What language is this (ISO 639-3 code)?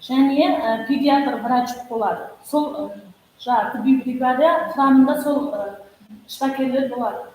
kaa